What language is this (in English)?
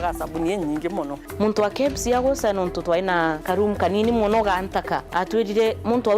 Meru